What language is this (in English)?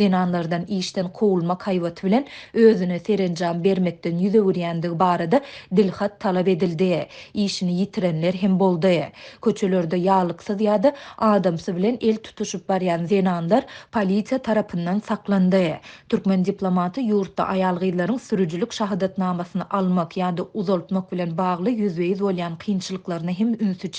Turkmen